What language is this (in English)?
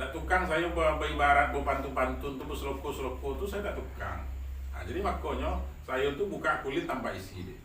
Minangkabau